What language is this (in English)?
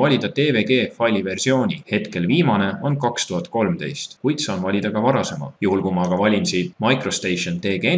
Estonian